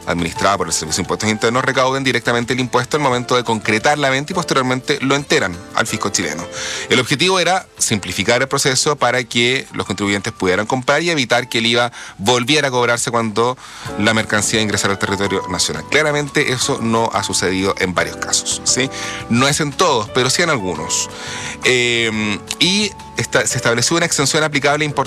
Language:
Spanish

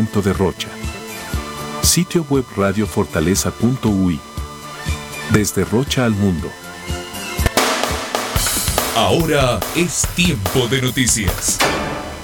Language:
Spanish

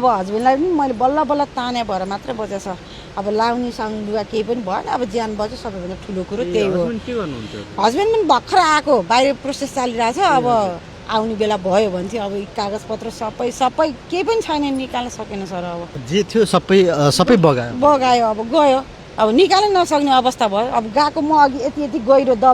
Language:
Nepali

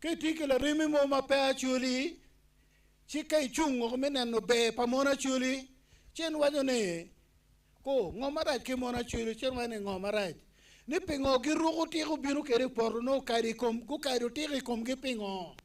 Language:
Acoli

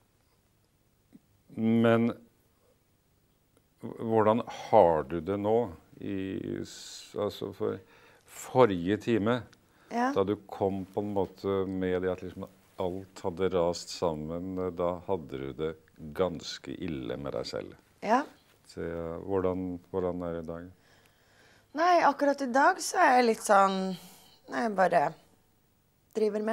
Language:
Norwegian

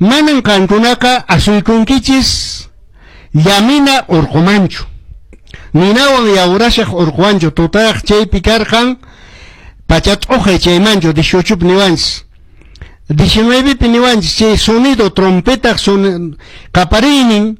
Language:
Quechua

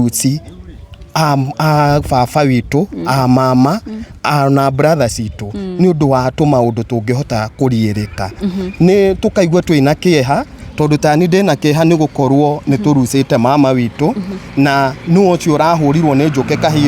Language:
Kikuyu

